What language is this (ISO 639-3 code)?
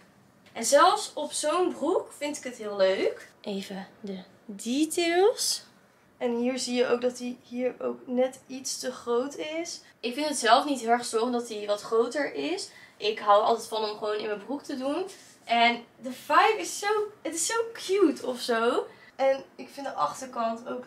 nld